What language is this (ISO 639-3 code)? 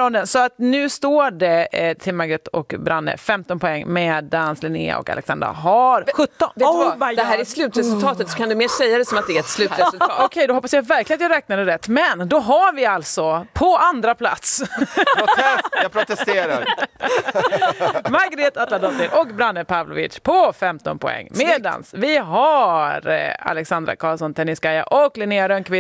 swe